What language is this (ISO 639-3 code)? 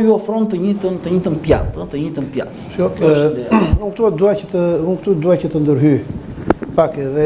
sqi